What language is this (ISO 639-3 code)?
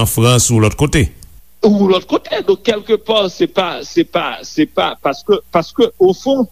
hat